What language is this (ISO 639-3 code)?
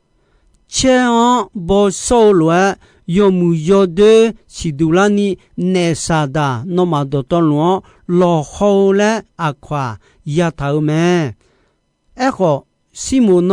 ahk